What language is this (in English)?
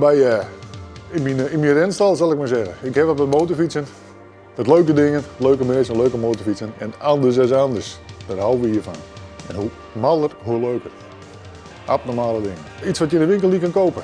Western Frisian